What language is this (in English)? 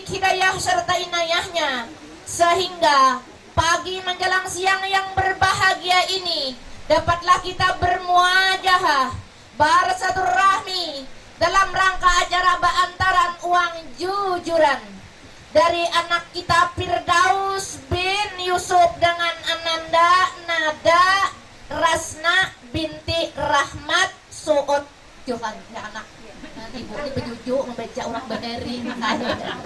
Banjar